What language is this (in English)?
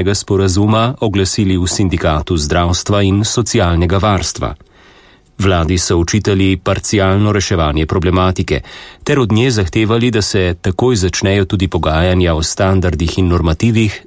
Slovenian